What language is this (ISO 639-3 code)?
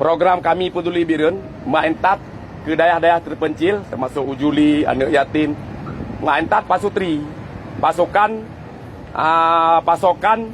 ace